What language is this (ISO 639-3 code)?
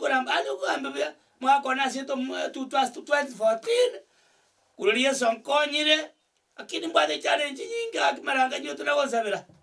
guz